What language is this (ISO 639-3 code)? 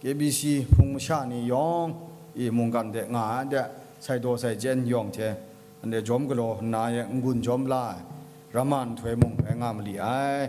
kac